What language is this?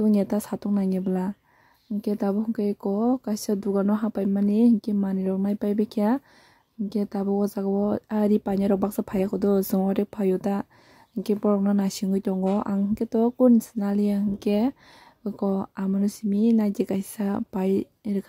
Kok Borok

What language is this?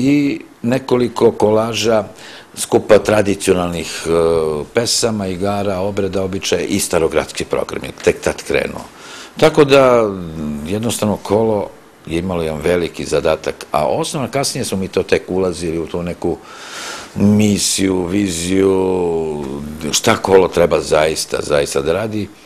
Serbian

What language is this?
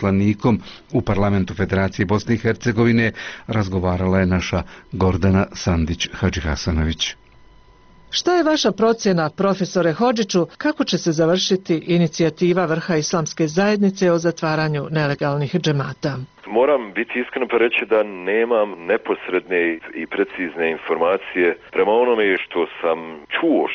Bosnian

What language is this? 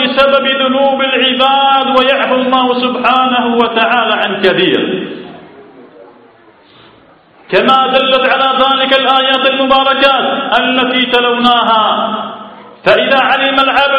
Arabic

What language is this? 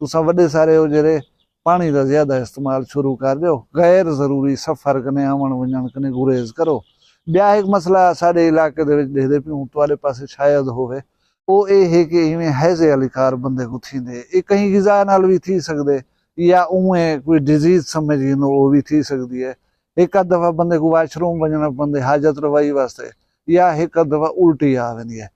Saraiki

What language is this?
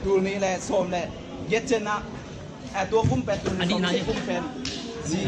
Tedim Chin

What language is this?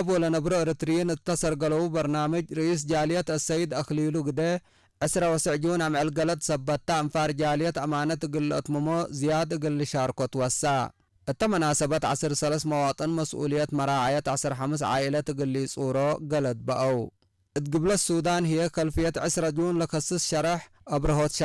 Tigre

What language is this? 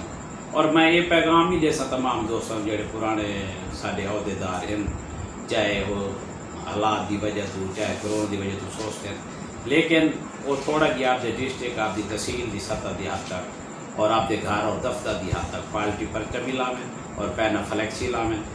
Saraiki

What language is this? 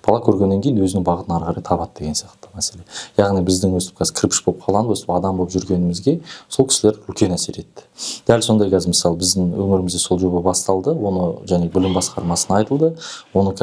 Kazakh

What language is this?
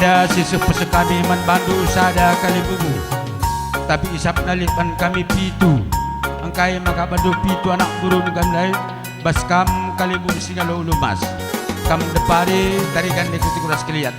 Batak Karo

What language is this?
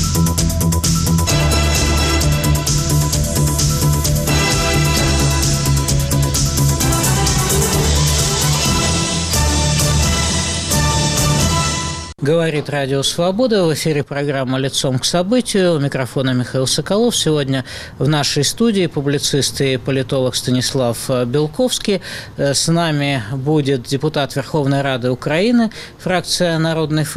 Russian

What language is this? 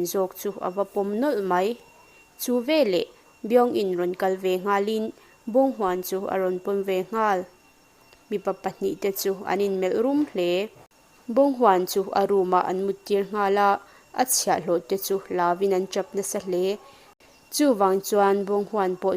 Mizo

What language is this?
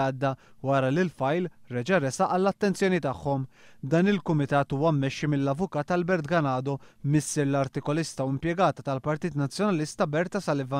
Maltese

